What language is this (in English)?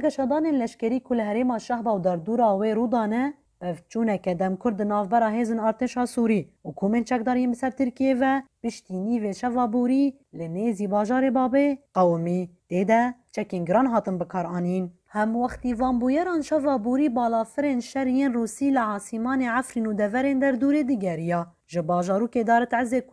Kurdish